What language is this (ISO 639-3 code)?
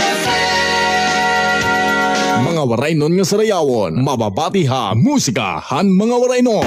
war